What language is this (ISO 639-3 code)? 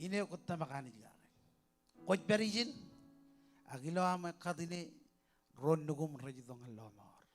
mah